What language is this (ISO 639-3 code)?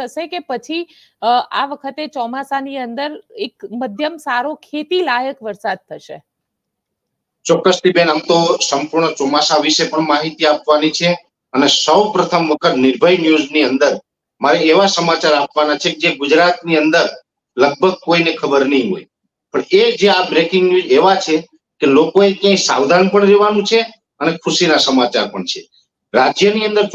guj